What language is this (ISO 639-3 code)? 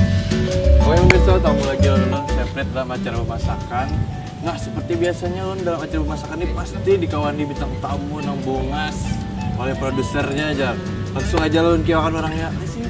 bjn